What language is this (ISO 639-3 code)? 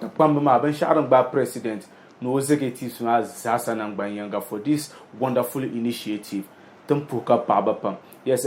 dag